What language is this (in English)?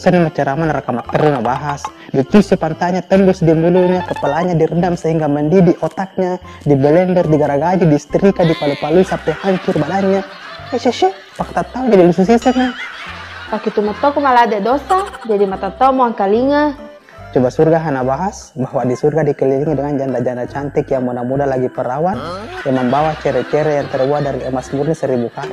Buginese